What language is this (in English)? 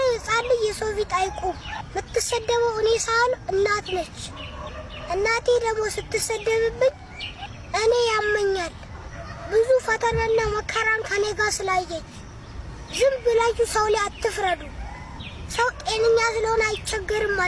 Amharic